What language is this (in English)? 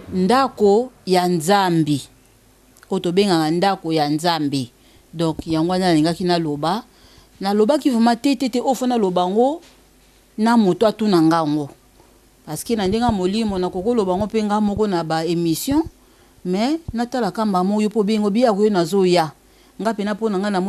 Lingala